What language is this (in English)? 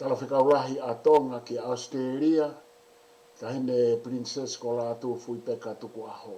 Tongan